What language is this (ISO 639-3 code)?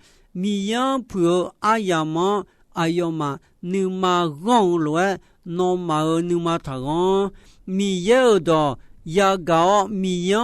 ahk